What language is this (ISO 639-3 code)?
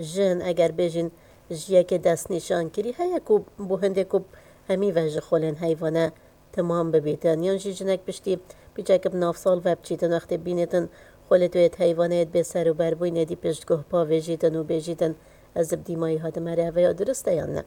kur